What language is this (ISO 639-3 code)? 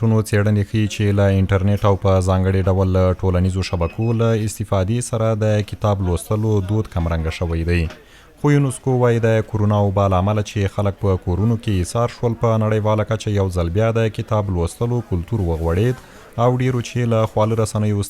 pus